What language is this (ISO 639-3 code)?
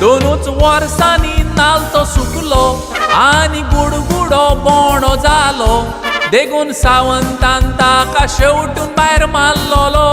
kok